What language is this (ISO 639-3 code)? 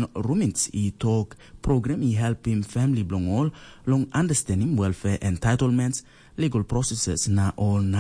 tpi